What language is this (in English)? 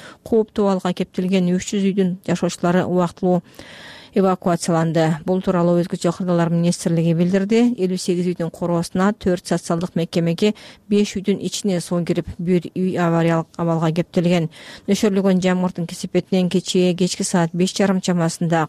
Kyrgyz